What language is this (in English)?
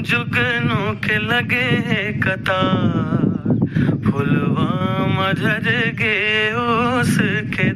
Chhattisgarhi